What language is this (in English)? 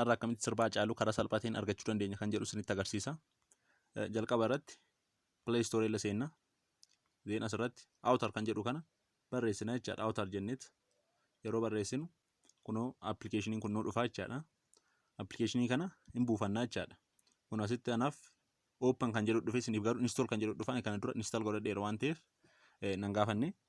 Oromo